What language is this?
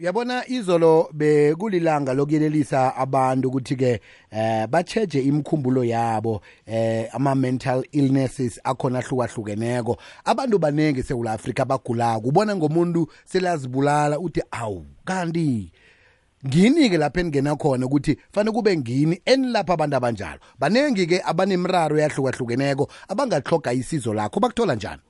South Ndebele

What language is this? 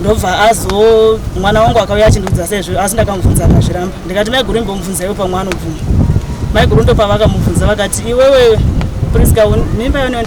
Shona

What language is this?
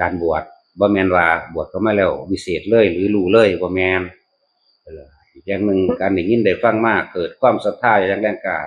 Northeastern Thai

